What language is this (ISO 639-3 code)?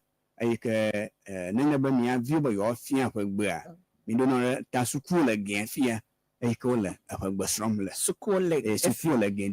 ewe